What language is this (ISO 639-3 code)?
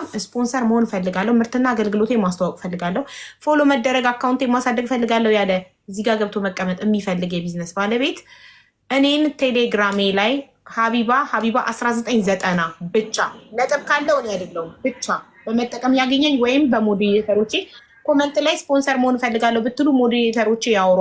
amh